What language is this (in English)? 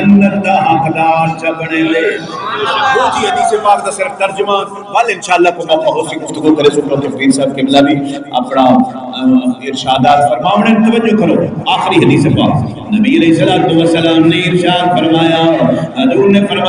Saraiki